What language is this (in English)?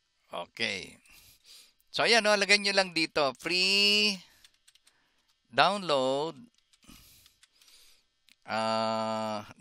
Filipino